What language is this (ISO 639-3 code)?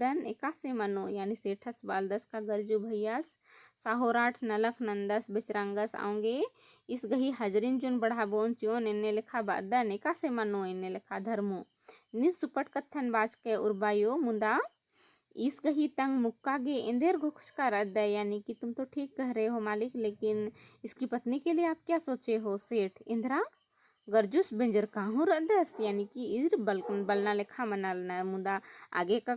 kru